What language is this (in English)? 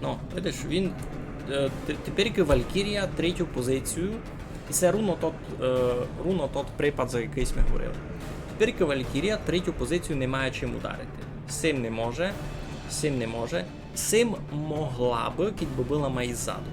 Rusyn